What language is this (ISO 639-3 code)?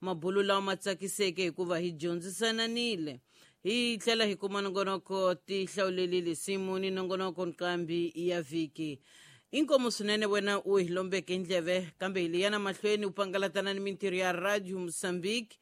tso